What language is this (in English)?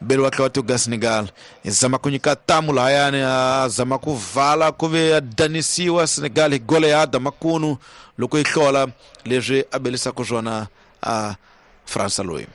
Tsonga